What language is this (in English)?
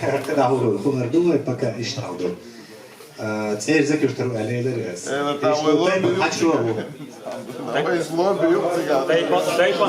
Chechen